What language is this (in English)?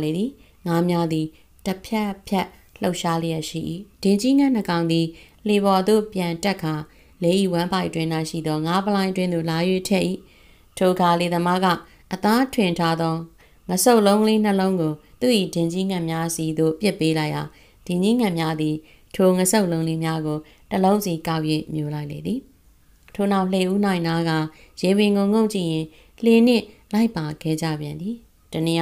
Burmese